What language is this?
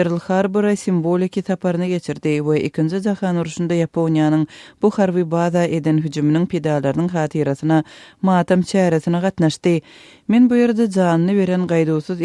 Turkmen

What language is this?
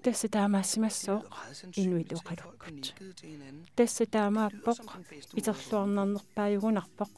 Kalaallisut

